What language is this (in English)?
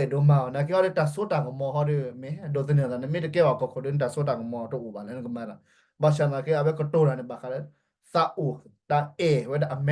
S'gaw Karen